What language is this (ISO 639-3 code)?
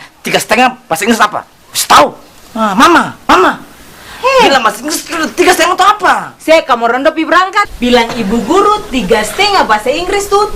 abs